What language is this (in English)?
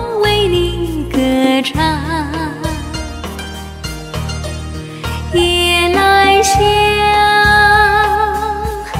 Chinese